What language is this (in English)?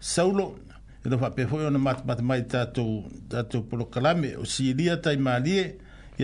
Samoan